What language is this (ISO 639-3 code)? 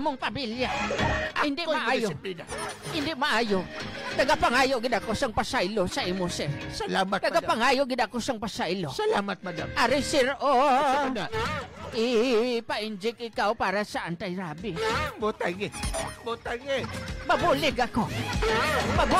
hil